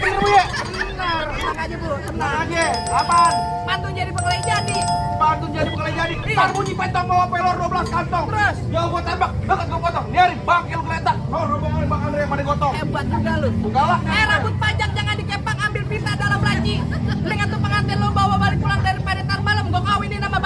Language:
Betawi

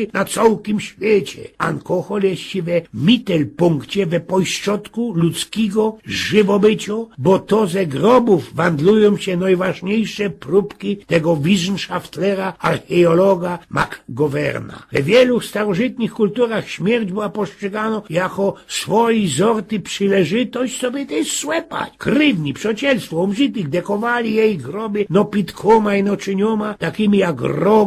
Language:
Silesian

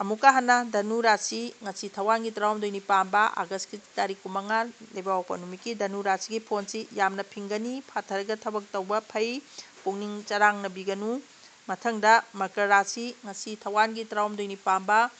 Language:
Manipuri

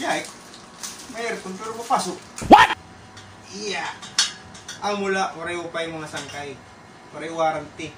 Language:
Waray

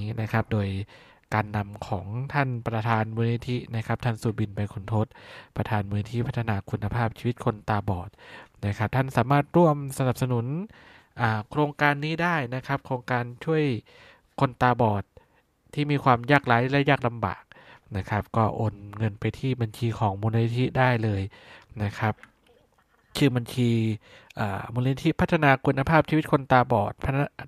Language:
Thai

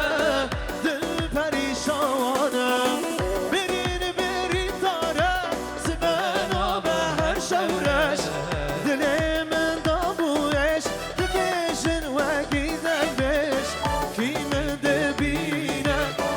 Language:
Kurdish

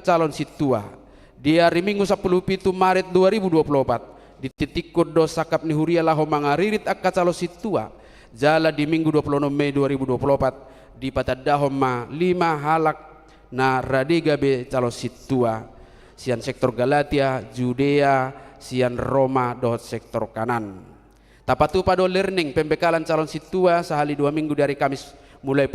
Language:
Batak Toba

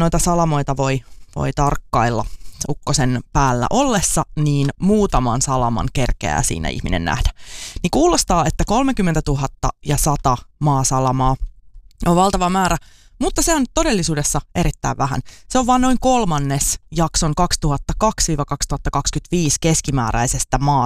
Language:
Finnish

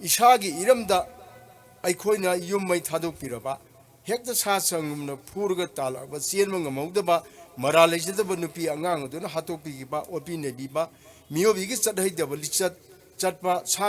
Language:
Manipuri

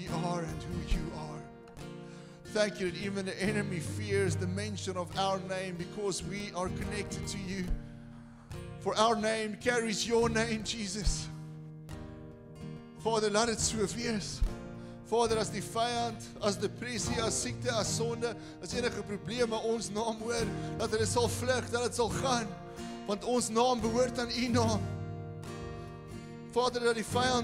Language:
Afrikaans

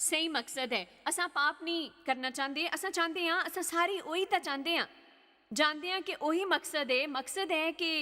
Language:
Dogri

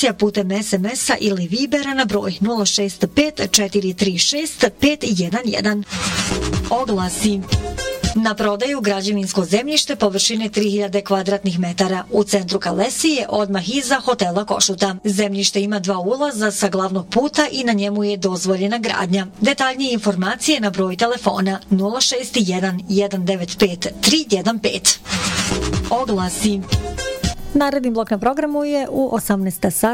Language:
Bosnian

